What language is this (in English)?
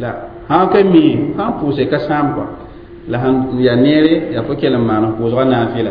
Mossi